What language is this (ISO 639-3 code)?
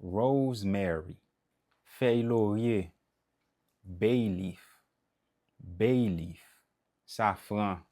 hat